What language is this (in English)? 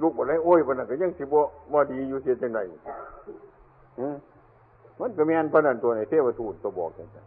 Northeastern Thai